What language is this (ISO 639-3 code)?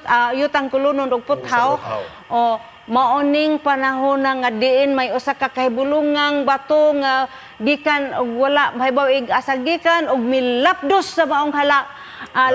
ceb